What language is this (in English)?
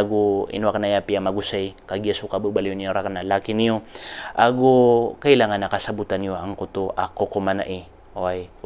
Maranao